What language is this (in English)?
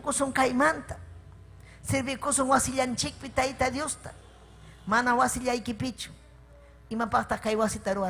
Ayacucho Quechua